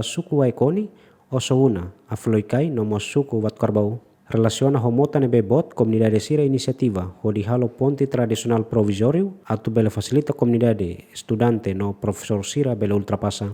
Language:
Tetum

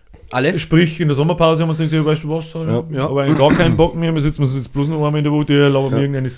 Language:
Bavarian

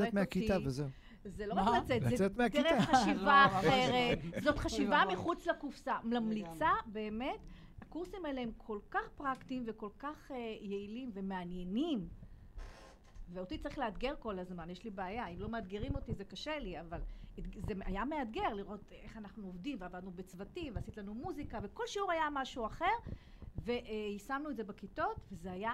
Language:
Hebrew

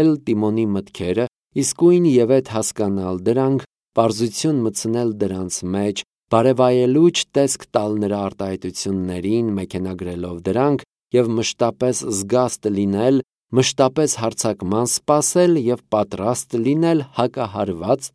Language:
Armenian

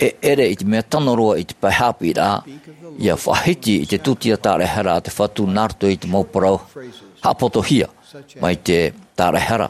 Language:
Tahitian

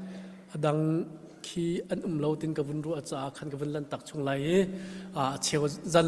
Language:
Hakha Chin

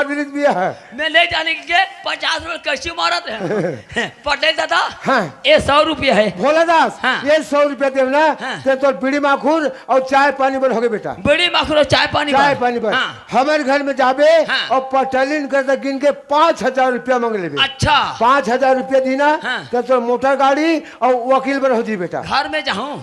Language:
Chhattisgarhi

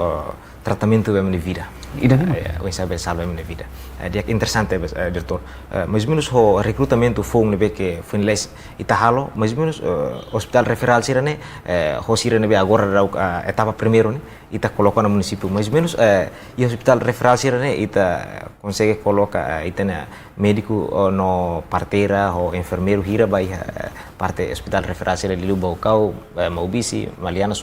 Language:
Tetum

